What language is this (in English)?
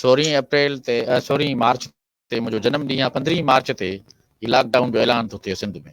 Sindhi